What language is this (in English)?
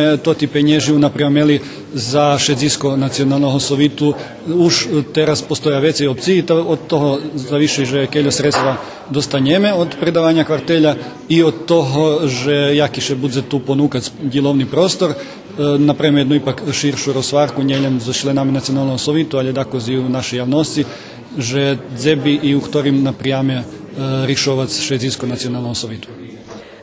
Rusyn